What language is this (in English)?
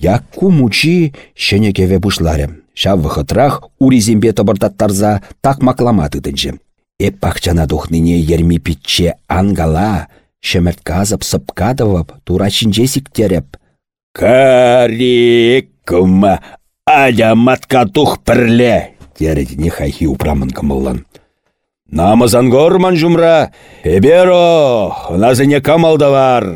Chuvash